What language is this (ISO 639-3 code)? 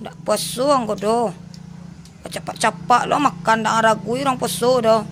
min